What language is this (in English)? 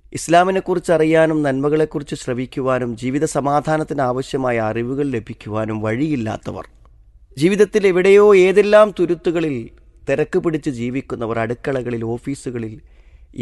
Malayalam